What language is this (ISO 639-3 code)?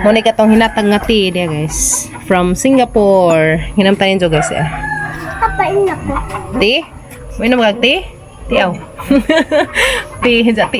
ceb